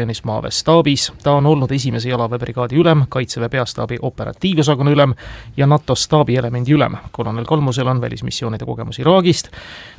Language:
Estonian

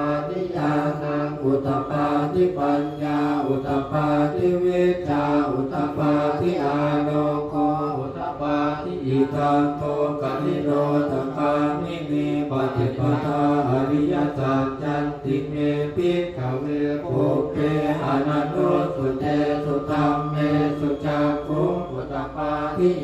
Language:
Pali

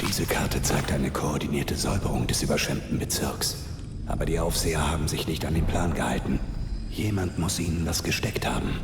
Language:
Bavarian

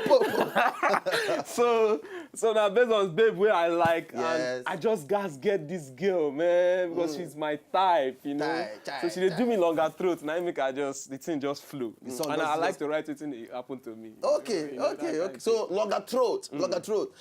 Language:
Nigerian Pidgin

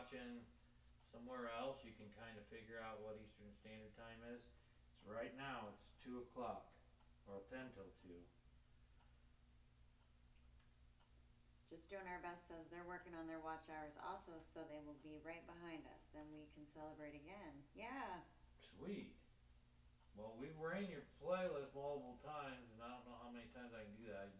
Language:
English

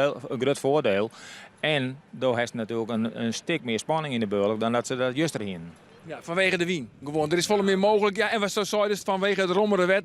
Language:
Western Frisian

